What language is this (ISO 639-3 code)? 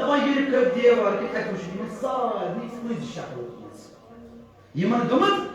kas